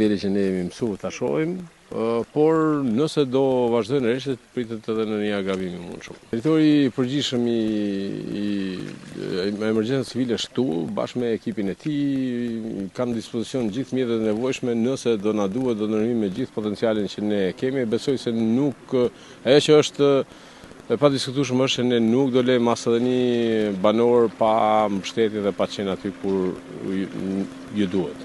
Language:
Albanian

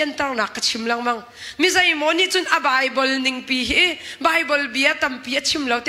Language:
Hakha Chin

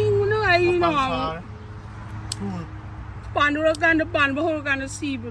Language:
Manipuri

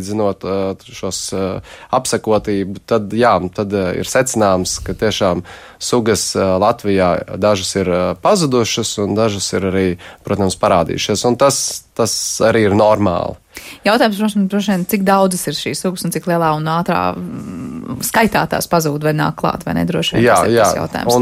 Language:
Latvian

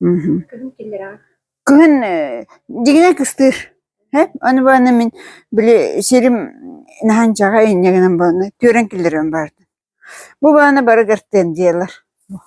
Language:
Yakut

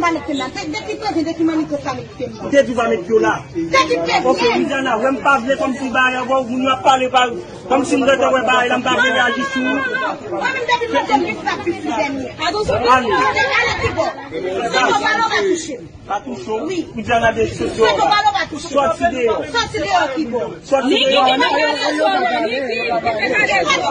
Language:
Haitian Creole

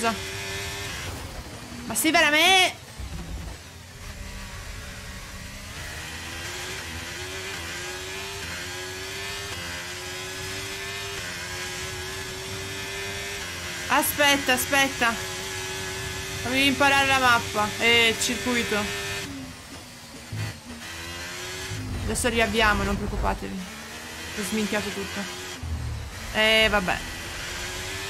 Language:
Italian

